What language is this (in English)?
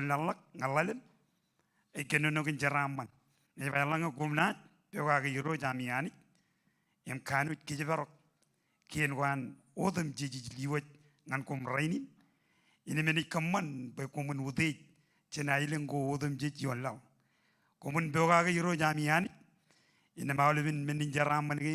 Marshallese